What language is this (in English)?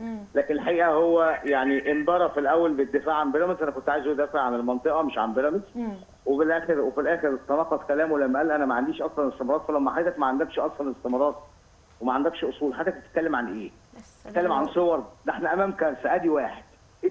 Egyptian Arabic